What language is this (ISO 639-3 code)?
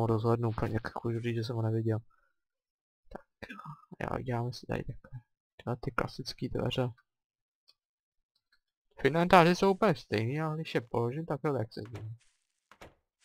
ces